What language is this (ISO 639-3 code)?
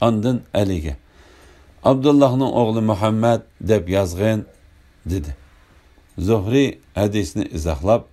uig